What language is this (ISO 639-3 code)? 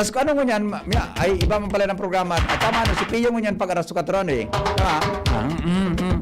bik